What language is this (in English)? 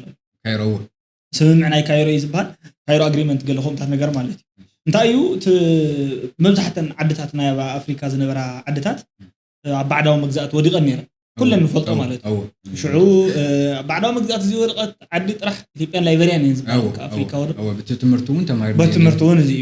Tigrinya